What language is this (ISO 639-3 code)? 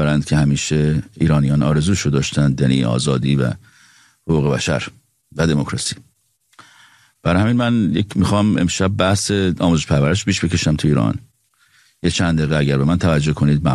fas